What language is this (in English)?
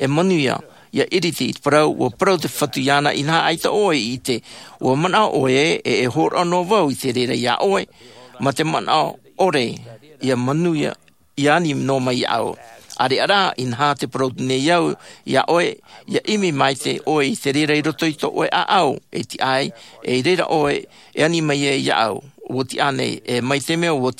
Tahitian